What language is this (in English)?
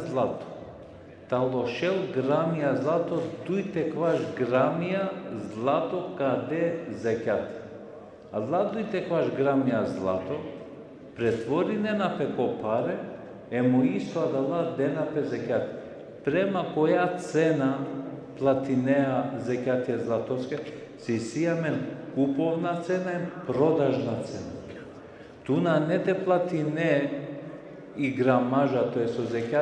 Balkan Romani